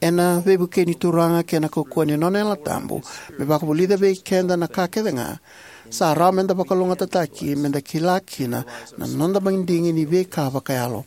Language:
Fijian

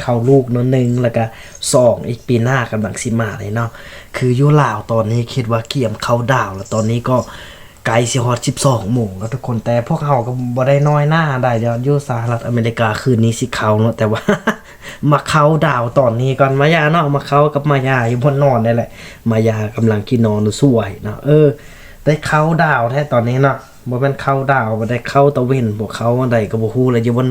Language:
Lao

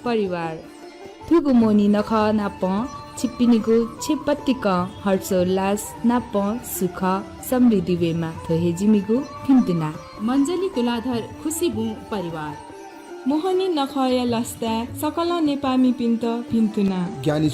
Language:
Newari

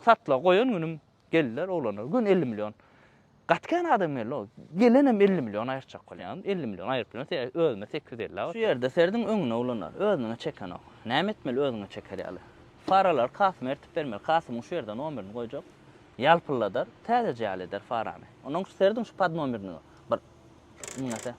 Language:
Turkmen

